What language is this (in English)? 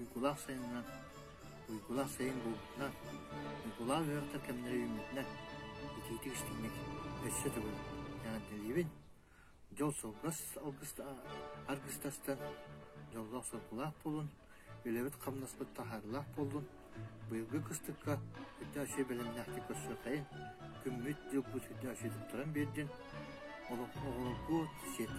Yakut